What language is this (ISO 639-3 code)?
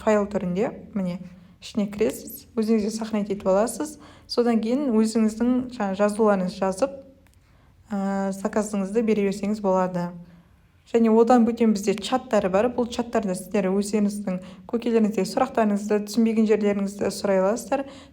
kaz